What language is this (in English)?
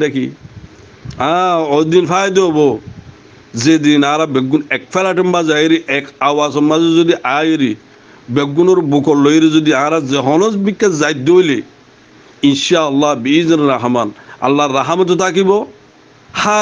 Rohingya